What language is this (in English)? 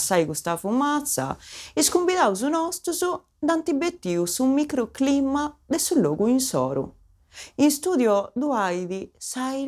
Sardinian